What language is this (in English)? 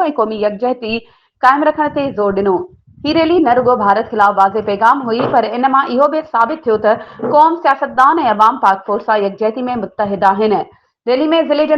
Sindhi